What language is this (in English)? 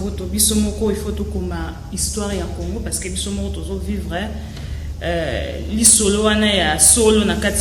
Lingala